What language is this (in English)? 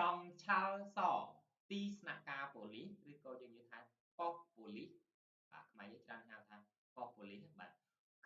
Khmer